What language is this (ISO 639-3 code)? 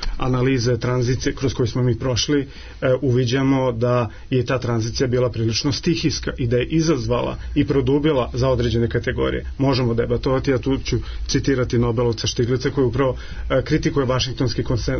srp